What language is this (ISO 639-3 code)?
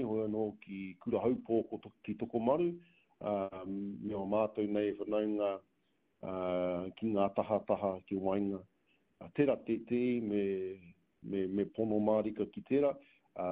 mri